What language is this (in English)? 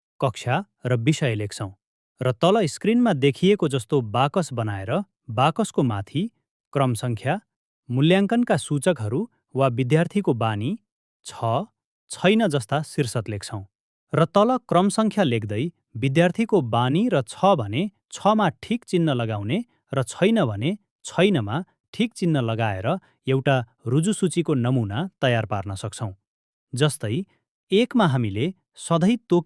Nepali